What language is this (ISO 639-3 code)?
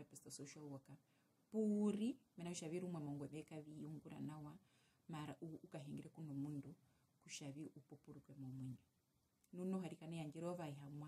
her